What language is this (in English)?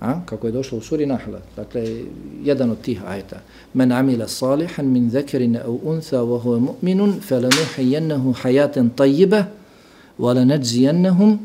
Bosnian